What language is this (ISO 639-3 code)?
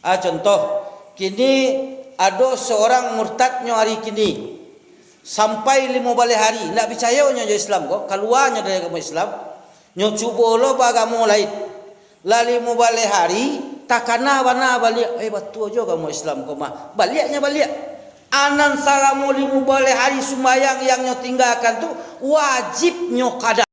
min